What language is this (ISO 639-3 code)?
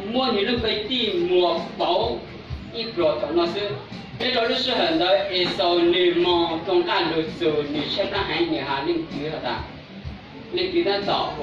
hmn